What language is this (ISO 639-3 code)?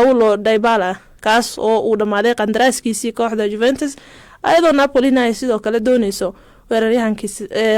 som